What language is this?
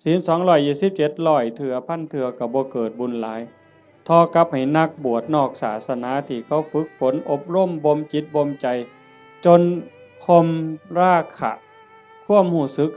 Northeastern Thai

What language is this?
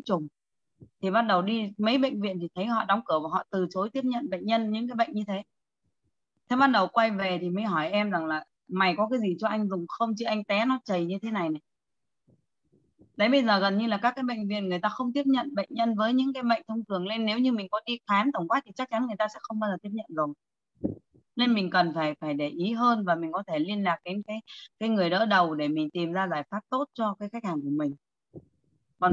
Vietnamese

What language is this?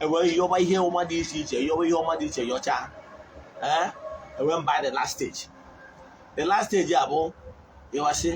Igbo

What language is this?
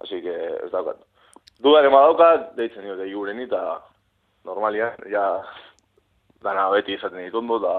Basque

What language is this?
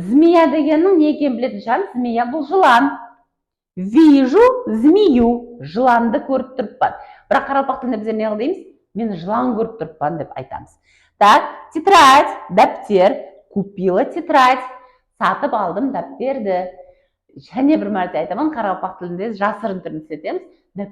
Kara-Kalpak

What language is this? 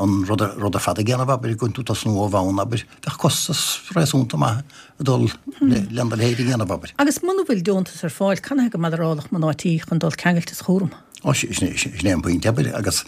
Irish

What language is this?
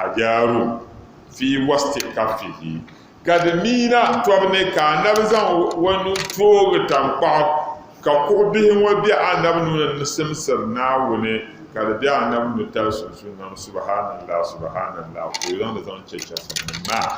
Dagbani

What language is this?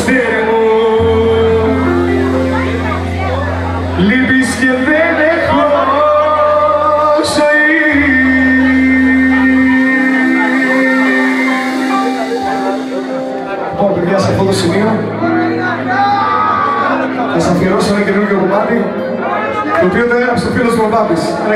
Greek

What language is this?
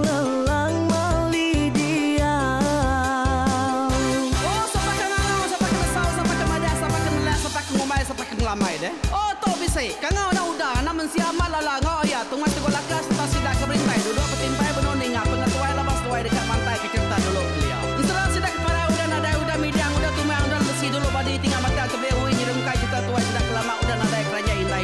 Iban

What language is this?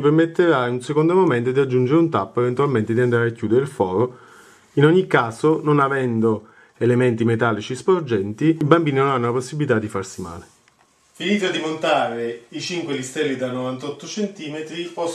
Italian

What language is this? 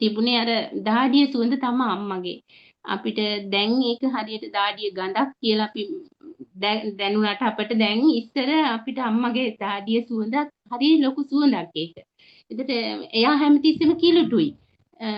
Sinhala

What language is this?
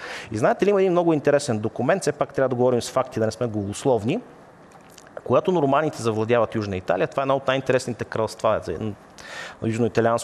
Bulgarian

